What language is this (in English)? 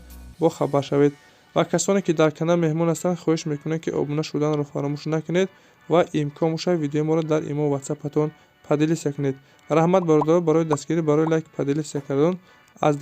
Tajik